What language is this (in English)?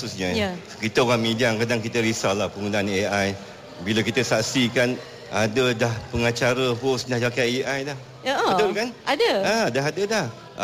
Malay